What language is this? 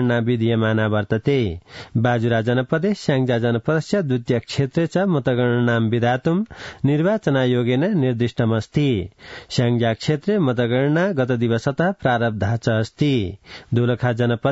Sanskrit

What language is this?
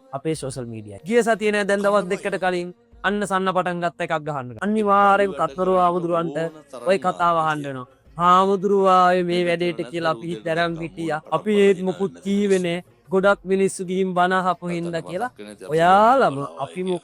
Sinhala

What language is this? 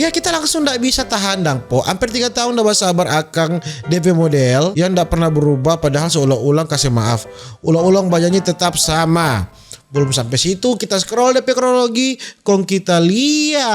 Manado Malay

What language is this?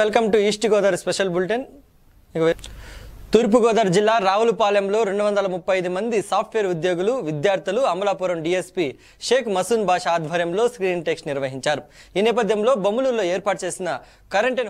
Telugu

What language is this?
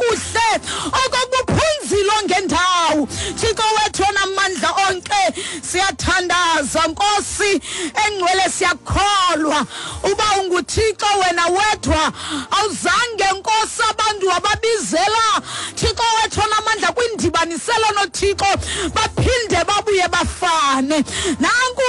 Xhosa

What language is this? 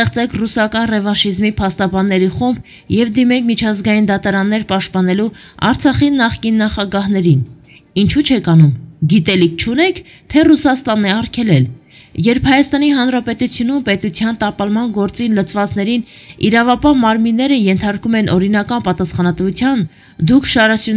Armenian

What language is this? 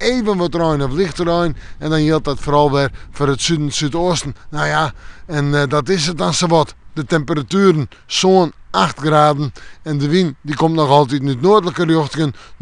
Western Frisian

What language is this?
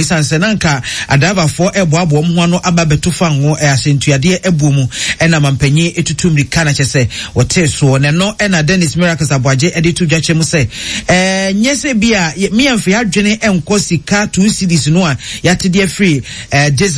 Akan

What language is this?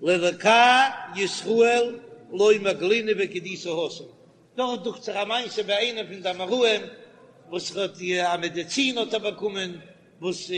Yiddish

